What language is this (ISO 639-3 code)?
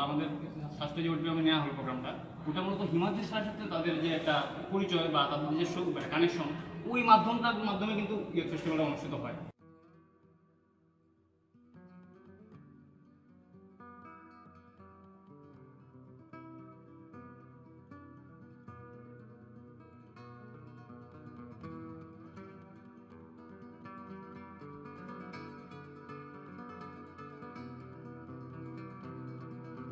ben